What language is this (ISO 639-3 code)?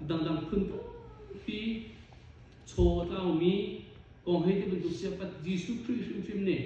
cnh